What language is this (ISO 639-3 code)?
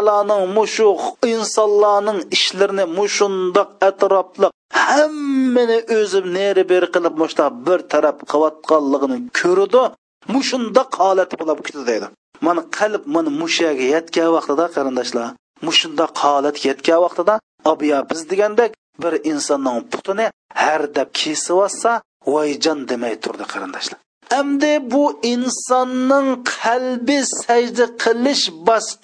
uig